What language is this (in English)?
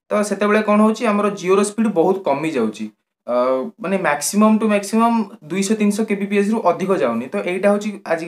Odia